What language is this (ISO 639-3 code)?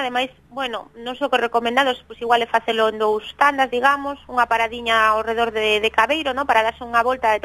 glg